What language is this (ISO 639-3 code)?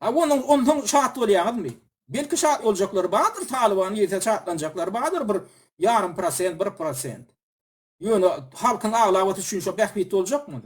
tuk